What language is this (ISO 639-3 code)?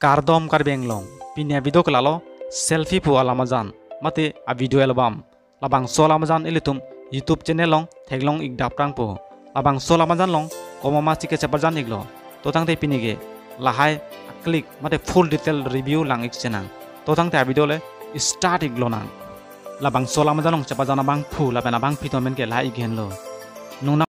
mjw